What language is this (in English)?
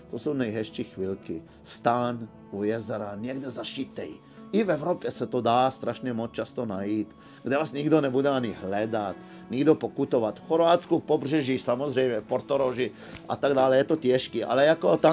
Czech